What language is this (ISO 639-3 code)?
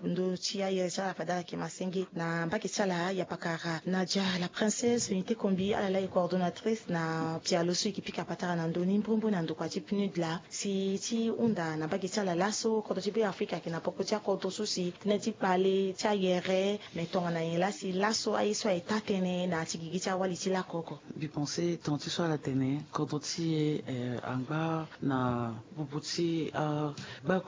sag